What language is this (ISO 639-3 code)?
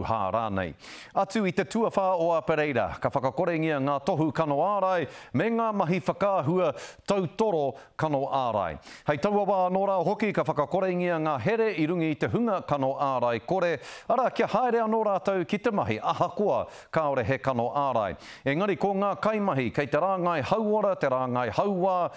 mri